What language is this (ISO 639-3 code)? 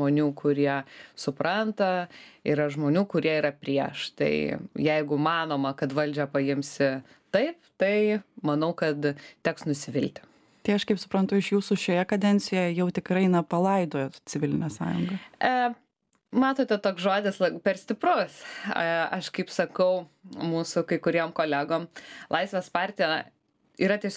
lit